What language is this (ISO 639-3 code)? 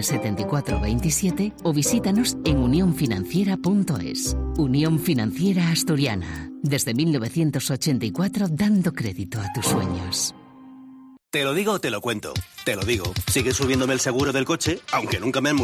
spa